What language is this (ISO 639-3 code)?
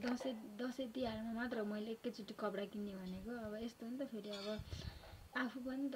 nep